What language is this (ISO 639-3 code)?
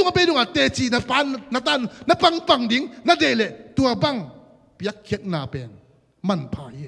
ctd